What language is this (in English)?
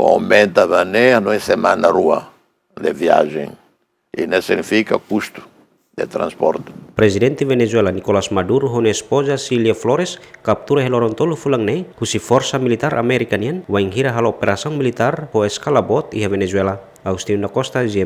Tetum